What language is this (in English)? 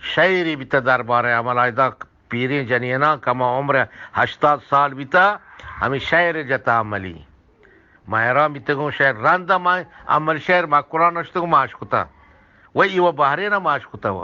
Eastern Balochi